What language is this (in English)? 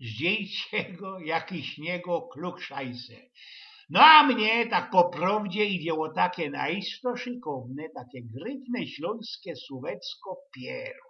Silesian